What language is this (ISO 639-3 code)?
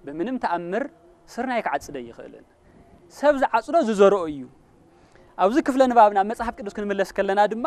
tir